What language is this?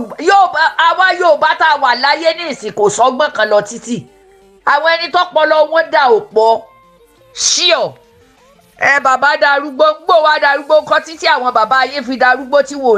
Yoruba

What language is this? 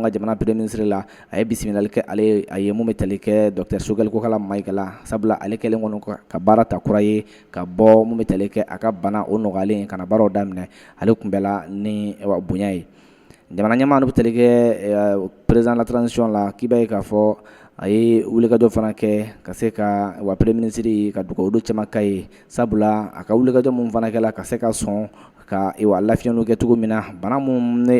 Bambara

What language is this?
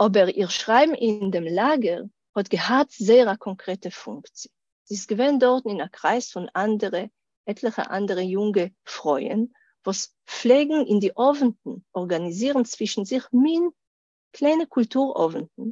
Yiddish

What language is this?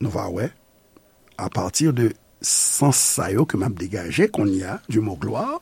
Haitian Creole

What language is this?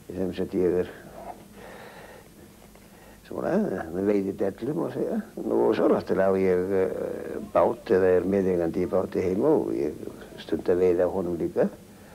Icelandic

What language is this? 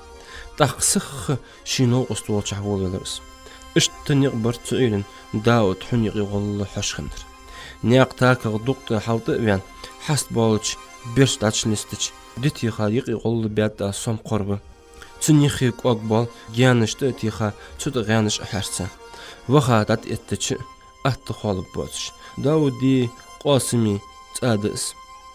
Ingush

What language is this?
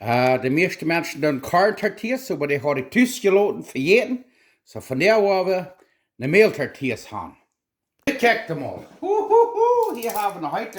Plautdietsch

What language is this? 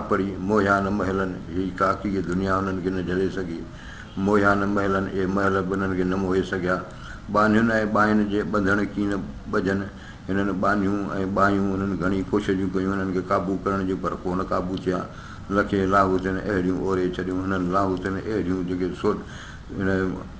Sindhi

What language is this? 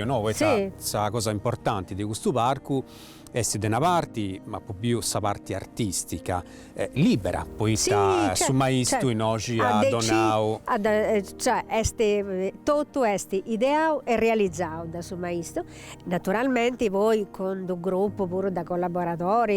Sardinian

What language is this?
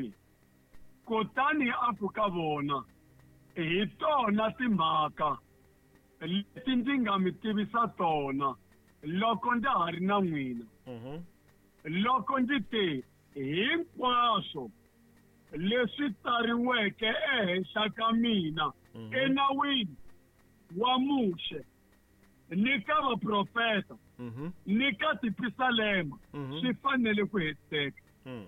Tsonga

